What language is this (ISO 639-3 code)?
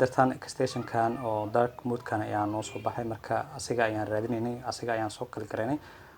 som